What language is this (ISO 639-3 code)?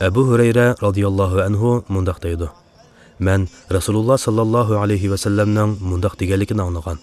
uig